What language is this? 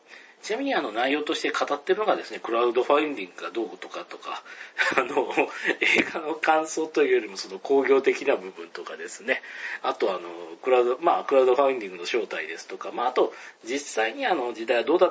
Japanese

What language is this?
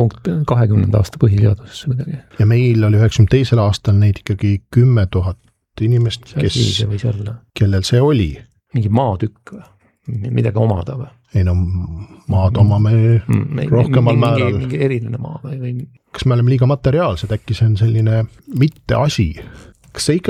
Estonian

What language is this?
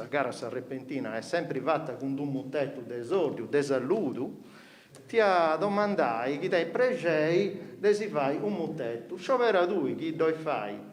Sardinian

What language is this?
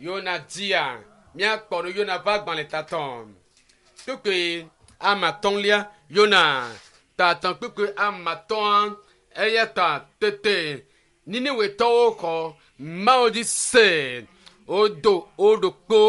Ewe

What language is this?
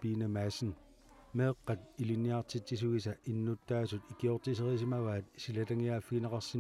Kalaallisut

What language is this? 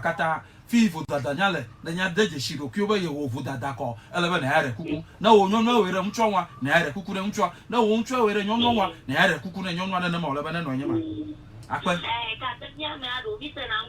Ewe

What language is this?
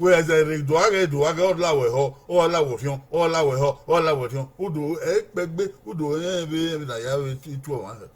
Bini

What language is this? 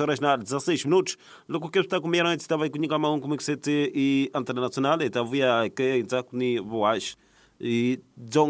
Tsonga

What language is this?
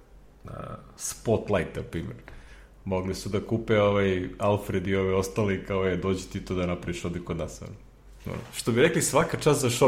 Serbian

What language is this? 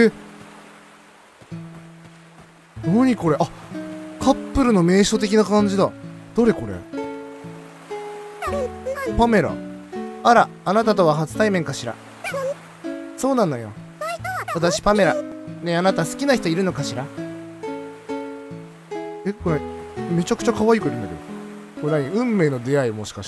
Japanese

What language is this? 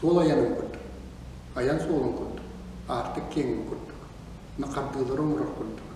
Yakut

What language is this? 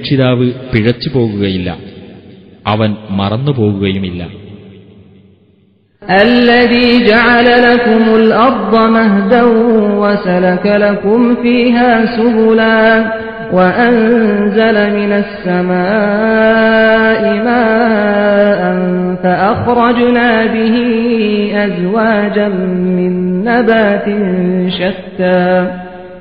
Malayalam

